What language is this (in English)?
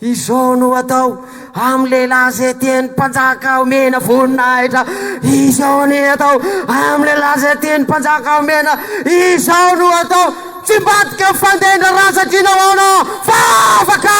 Malagasy